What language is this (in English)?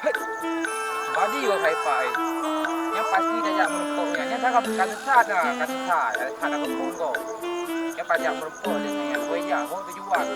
Achinese